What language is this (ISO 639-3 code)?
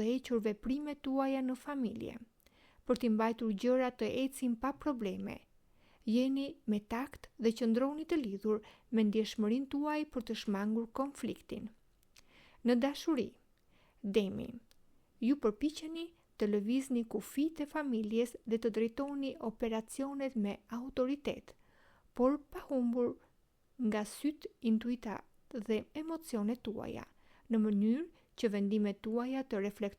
sqi